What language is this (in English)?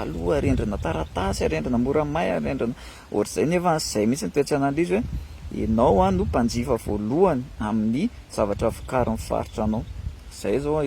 Malagasy